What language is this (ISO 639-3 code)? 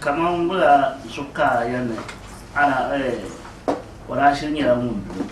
dag